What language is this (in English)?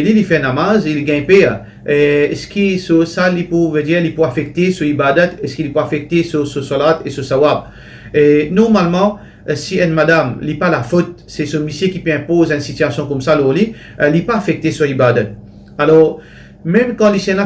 Morisyen